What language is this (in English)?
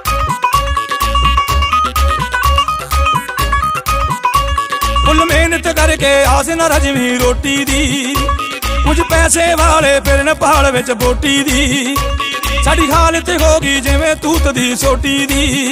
Punjabi